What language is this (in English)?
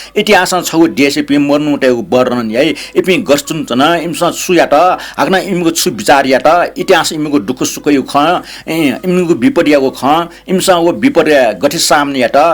Newari